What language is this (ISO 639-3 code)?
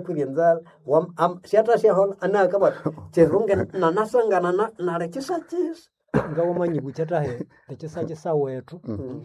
nnb